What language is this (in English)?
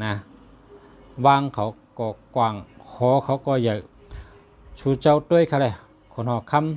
Shan